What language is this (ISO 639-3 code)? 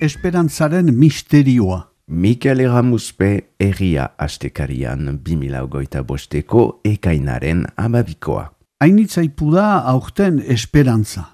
eus